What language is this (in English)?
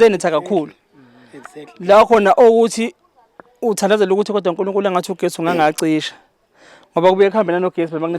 Zulu